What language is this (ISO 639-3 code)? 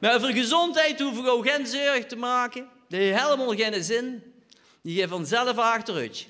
lim